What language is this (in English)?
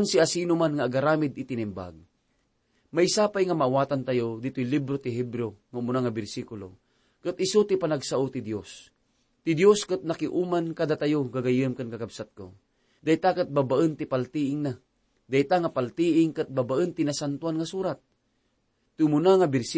Iloko